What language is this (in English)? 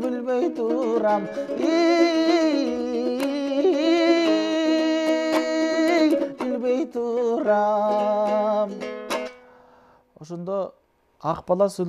Kyrgyz